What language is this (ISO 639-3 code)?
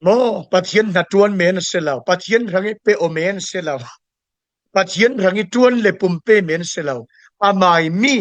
cfm